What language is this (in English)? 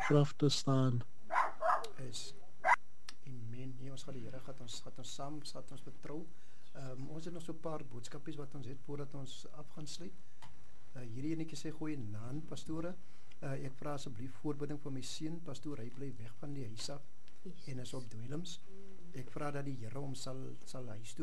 Afrikaans